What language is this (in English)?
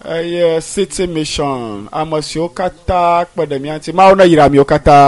Ewe